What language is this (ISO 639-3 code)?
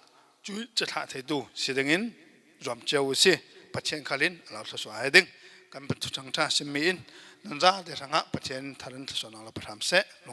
cfm